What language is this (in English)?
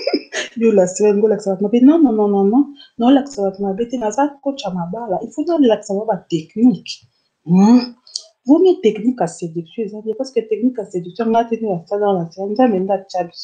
Lingala